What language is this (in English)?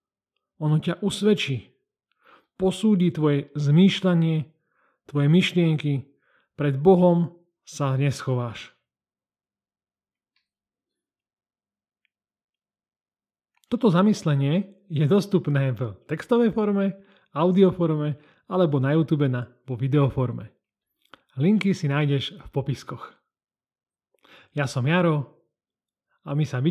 Slovak